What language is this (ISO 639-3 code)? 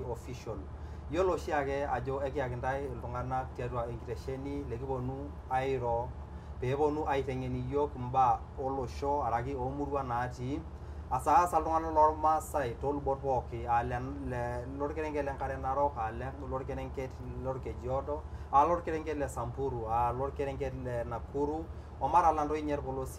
mas